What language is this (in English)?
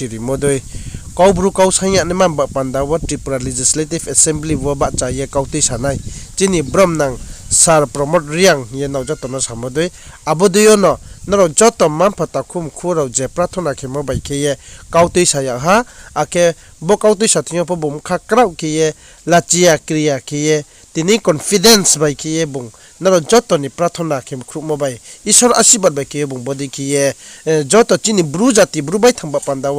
Riang (India)